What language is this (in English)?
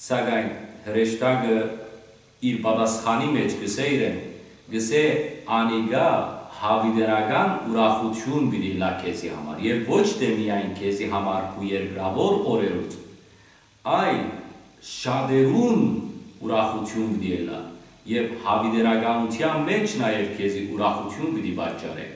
Western Armenian